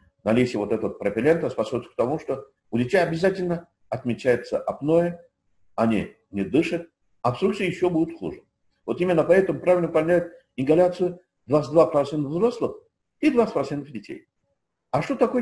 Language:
Russian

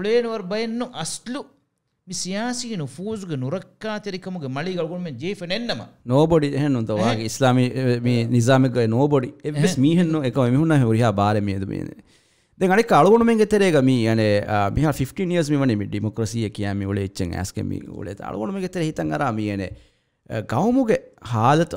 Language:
Divehi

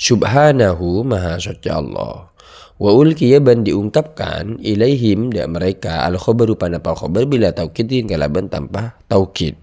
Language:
Madurese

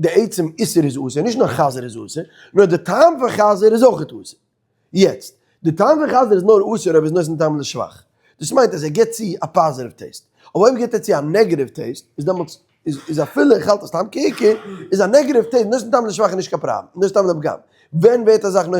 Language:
Yiddish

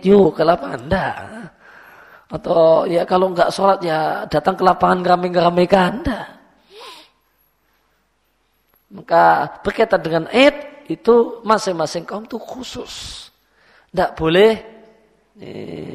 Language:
Indonesian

